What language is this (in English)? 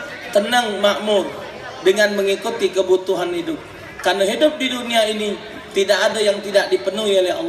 Musi